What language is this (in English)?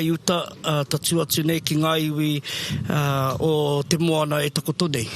Māori